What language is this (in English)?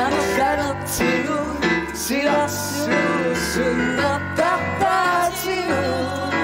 Kalaallisut